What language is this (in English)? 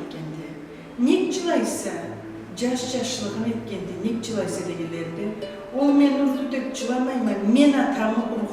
Karachay-Balkar